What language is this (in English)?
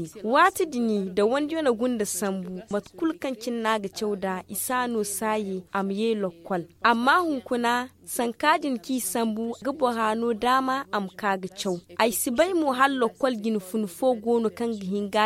Zarma